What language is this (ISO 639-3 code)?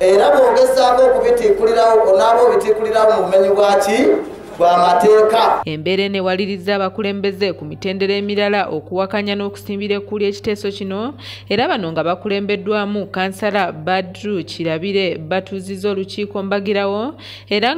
lug